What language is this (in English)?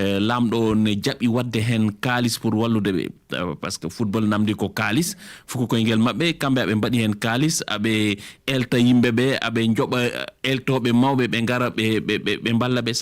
Fula